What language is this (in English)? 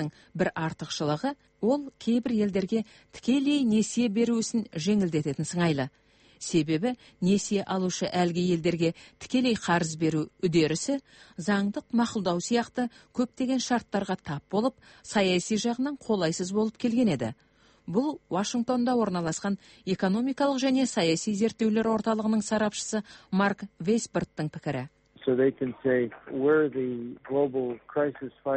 Kazakh